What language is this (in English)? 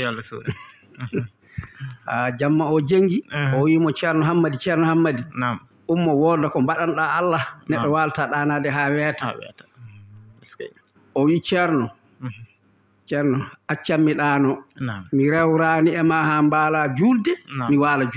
Fula